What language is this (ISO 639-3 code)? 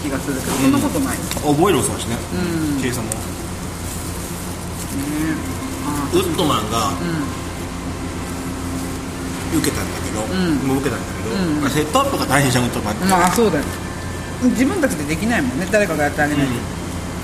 jpn